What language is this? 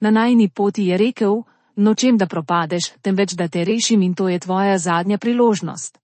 Slovenian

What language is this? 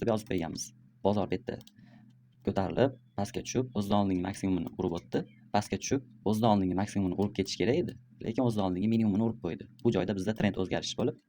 Uzbek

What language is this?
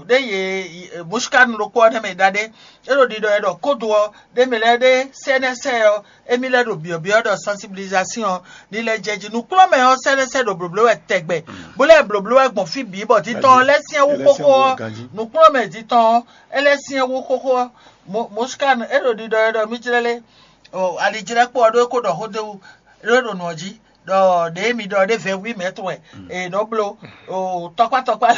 Fon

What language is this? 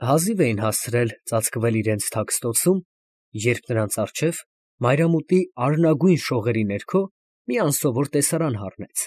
Armenian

